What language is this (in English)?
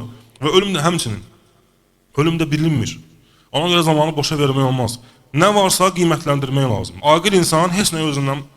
Azerbaijani